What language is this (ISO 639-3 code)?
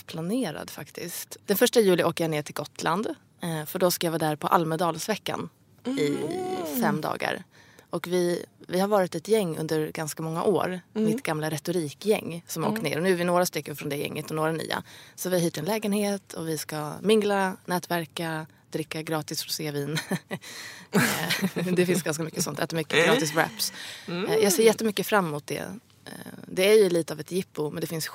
swe